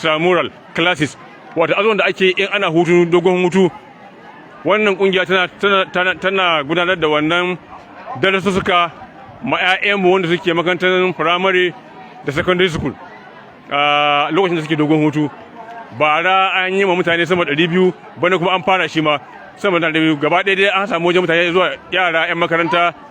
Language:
Hausa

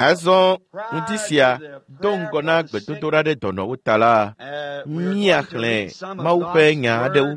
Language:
Ewe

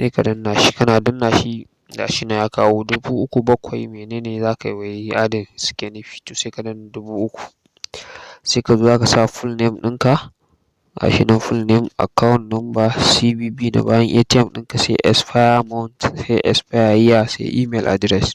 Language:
Hausa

